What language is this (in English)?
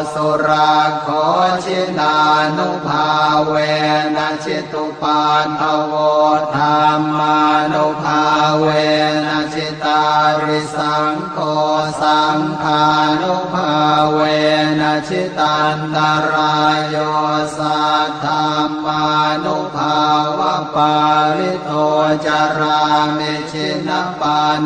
Pali